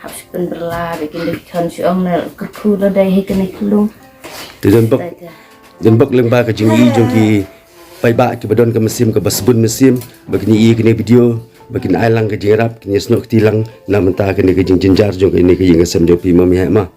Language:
Khasi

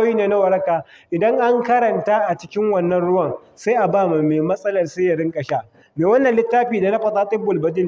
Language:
Hausa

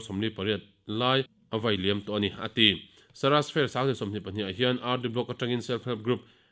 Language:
Mizo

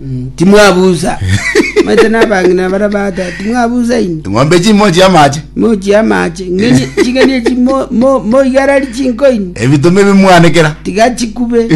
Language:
Gusii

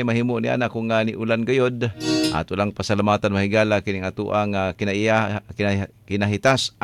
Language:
Cebuano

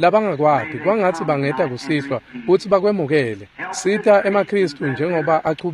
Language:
Swati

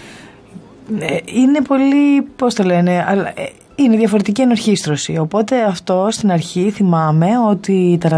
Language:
Greek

